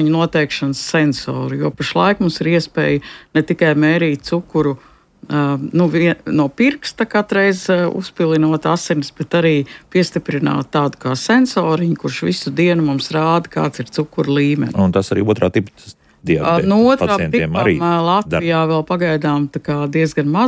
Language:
Latvian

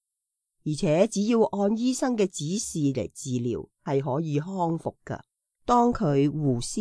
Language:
Cantonese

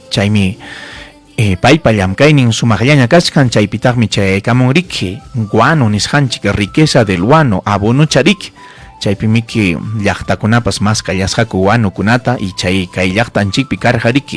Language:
Ayacucho Quechua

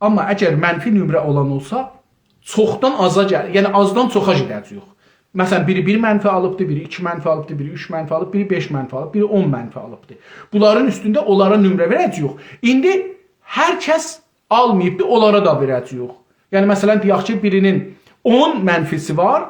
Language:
South Azerbaijani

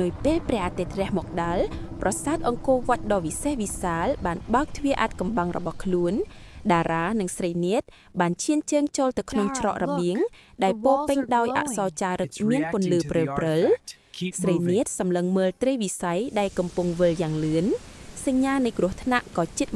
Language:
Khmer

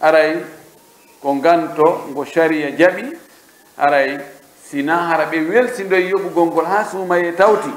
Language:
Pular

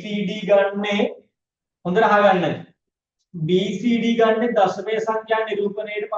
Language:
Sinhala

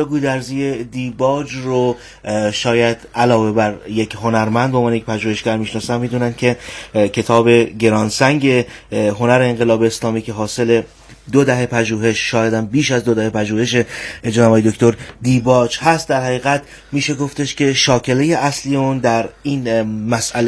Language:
Persian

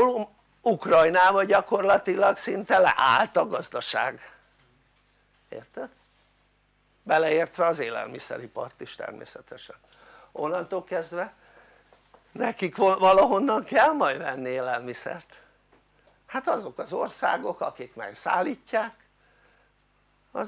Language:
Hungarian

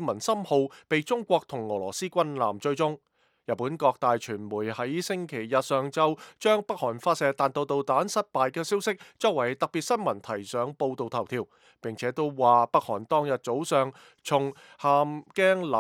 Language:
Cantonese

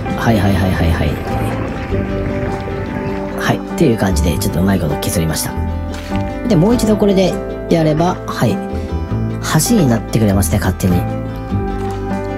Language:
Japanese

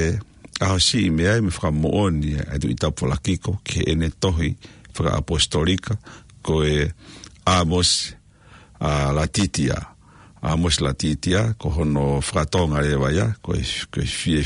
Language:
Tongan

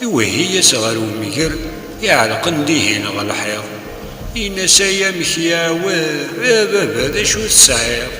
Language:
Kabyle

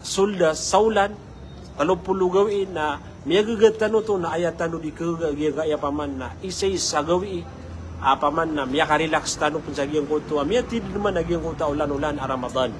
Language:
Maranao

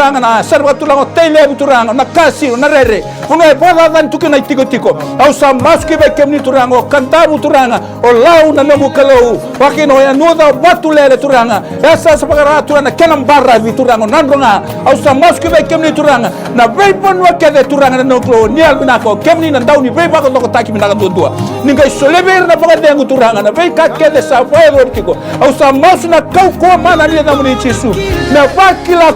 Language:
Fijian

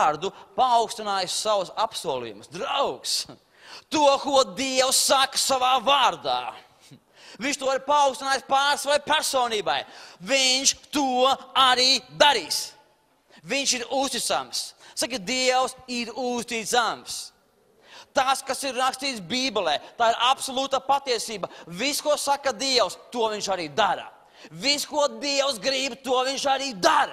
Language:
Latvian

